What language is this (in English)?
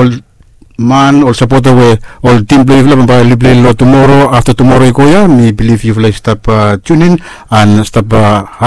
Bislama